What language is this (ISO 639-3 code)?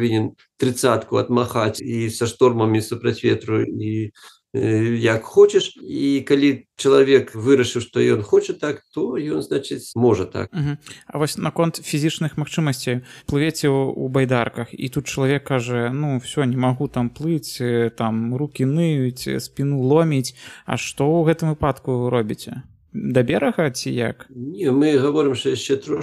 bel